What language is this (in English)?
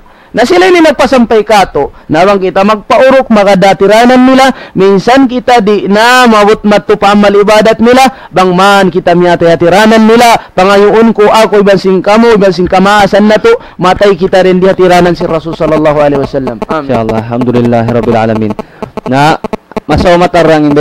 Tausug